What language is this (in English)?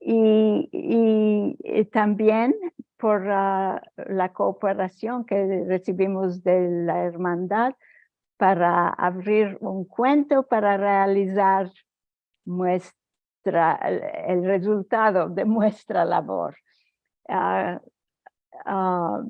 Ladino